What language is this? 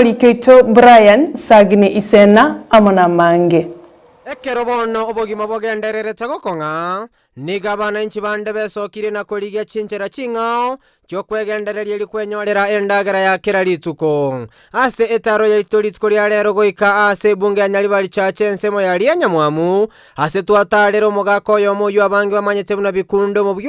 Gusii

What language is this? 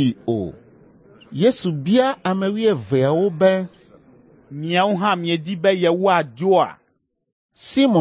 Ewe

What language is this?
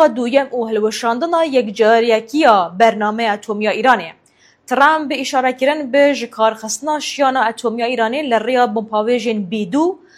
Kurdish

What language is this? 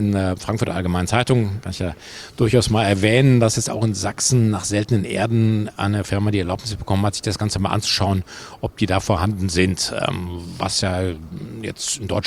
German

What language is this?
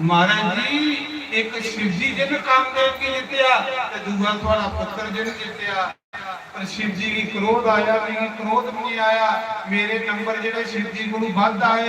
Dogri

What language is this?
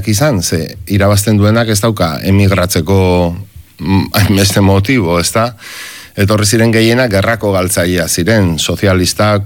Basque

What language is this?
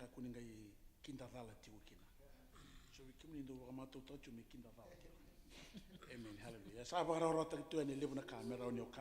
Fijian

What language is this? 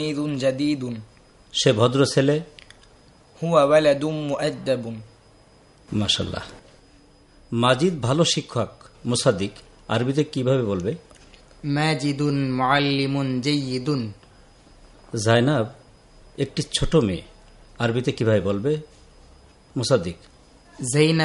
Bangla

